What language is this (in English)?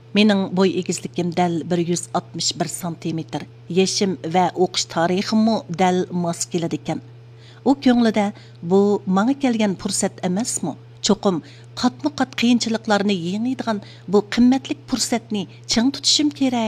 Uyghur